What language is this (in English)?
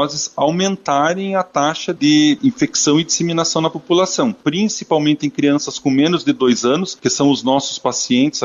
Portuguese